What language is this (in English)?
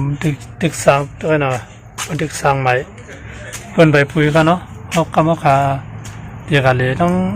Shan